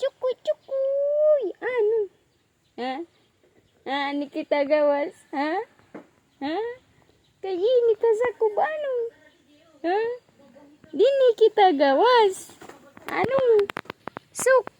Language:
Waray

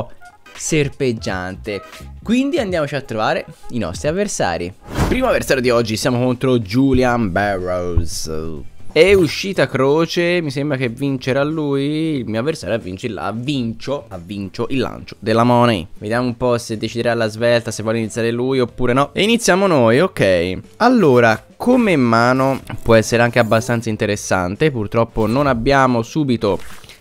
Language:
Italian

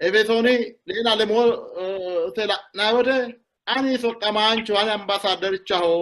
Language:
Sidamo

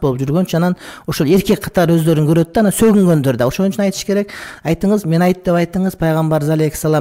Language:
Kyrgyz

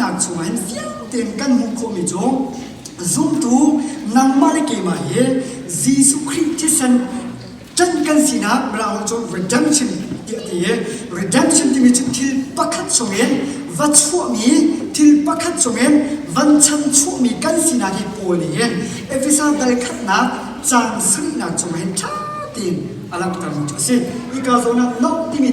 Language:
Hakha Chin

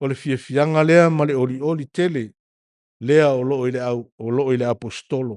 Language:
Samoan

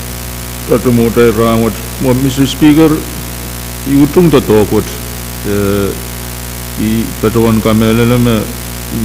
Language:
Pohnpeian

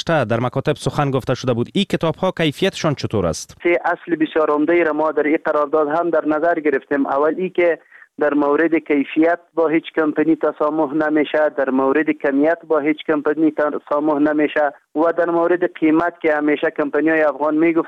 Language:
Persian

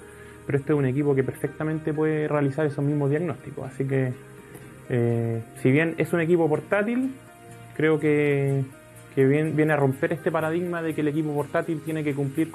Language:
Spanish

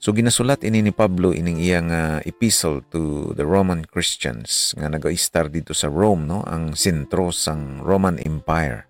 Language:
Hiligaynon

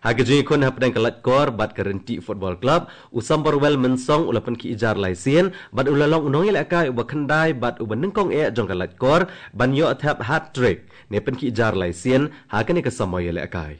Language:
Khasi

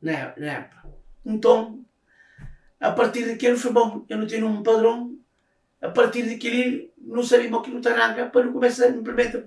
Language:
Kabuverdianu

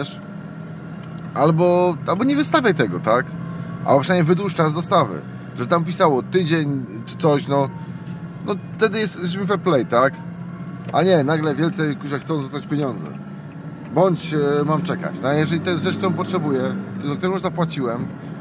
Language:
Polish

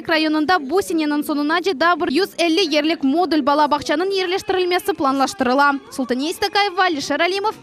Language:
Crimean Tatar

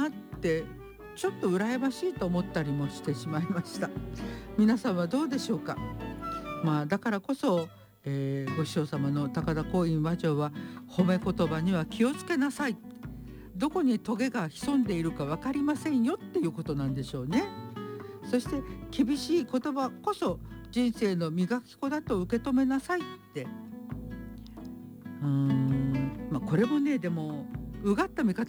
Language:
Japanese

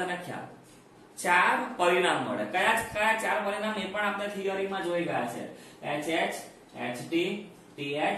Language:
Gujarati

